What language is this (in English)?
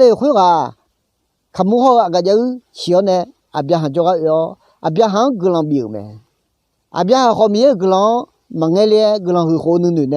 Akha